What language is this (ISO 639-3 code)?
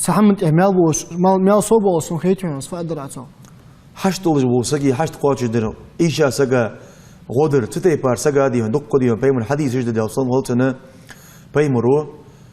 inh